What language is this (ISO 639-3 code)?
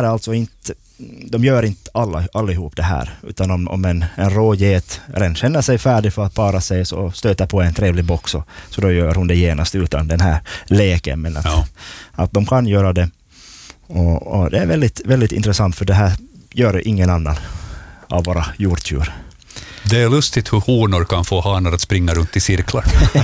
swe